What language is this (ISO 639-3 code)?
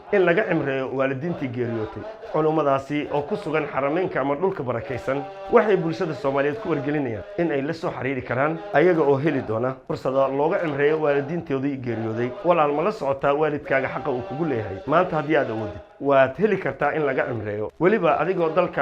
som